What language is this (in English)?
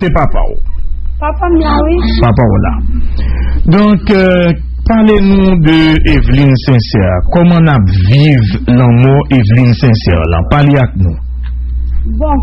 Haitian Creole